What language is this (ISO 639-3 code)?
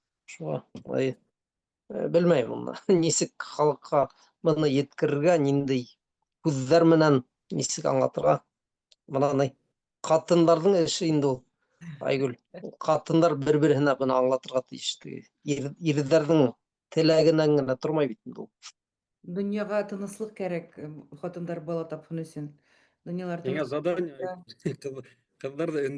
bak